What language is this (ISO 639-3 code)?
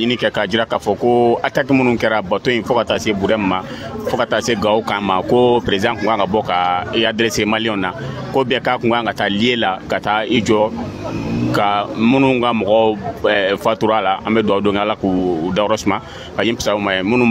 bam